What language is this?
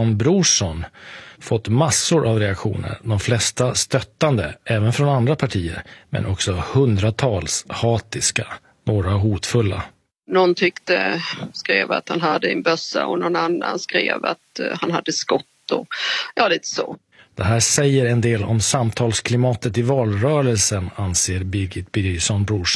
Swedish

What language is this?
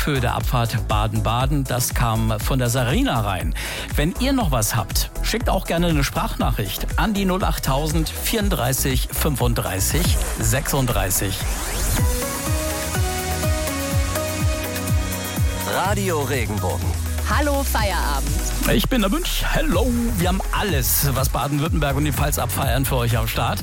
German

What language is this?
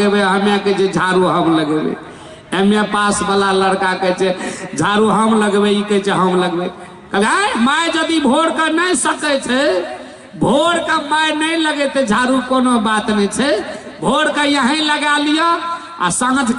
Maithili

